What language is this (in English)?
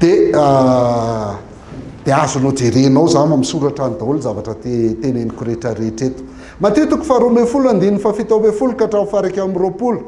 Malagasy